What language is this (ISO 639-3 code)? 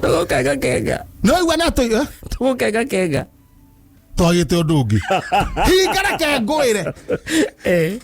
kik